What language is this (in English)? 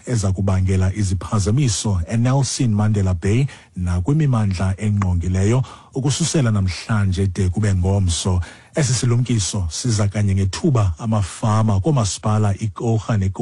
Xhosa